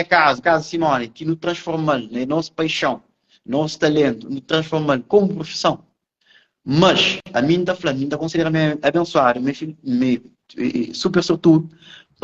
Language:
Kabuverdianu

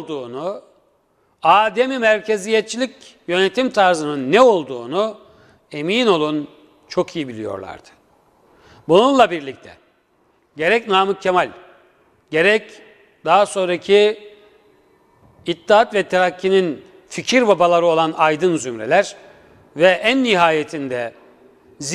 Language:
Turkish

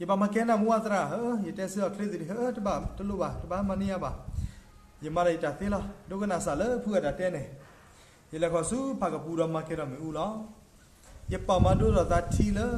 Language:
S'gaw Karen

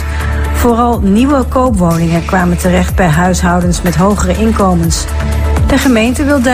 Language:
Dutch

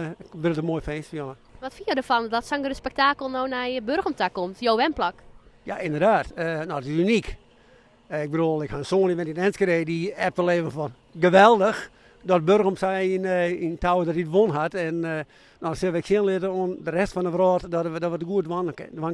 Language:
Western Frisian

